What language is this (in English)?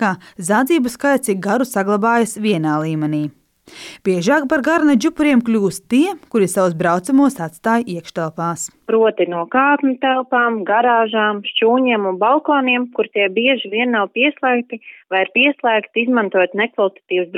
Latvian